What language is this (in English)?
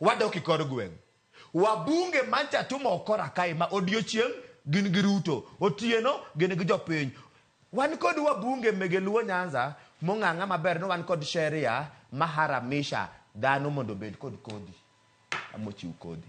Luo (Kenya and Tanzania)